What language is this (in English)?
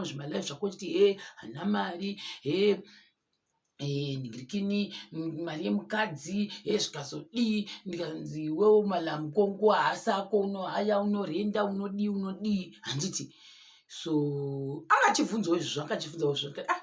Shona